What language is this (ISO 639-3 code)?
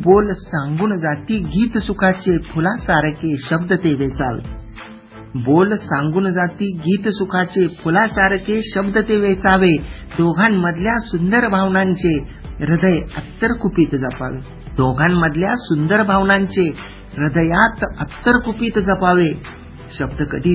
mar